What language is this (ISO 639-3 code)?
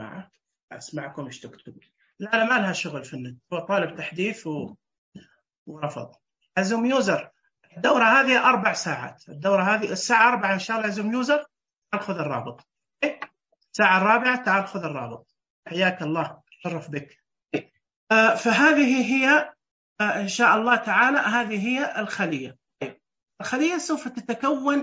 ars